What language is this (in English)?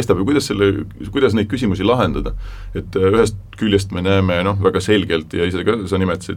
Estonian